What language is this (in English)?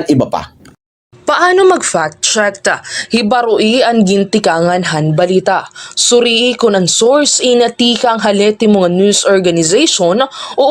Waray